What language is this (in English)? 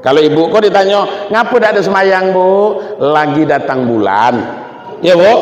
Minangkabau